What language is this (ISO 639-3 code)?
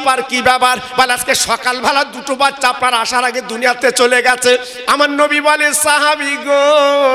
ben